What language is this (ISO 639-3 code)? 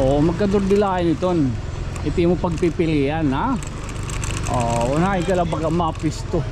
war